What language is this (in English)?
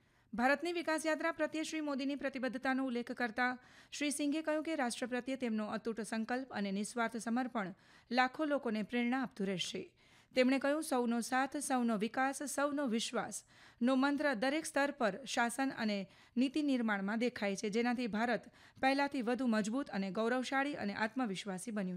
Gujarati